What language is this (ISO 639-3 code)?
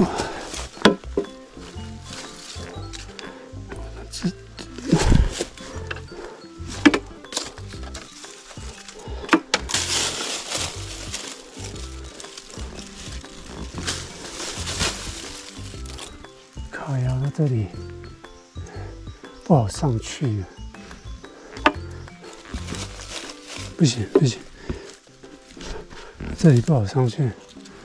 zho